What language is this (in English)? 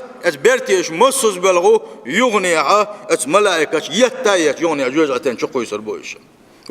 Chechen